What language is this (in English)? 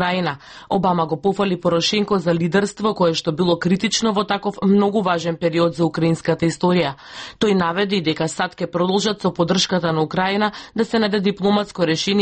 Macedonian